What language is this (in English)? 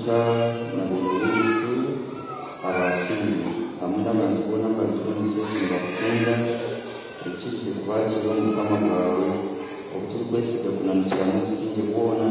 Nyankole